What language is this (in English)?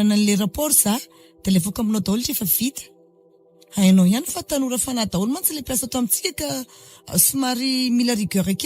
Malagasy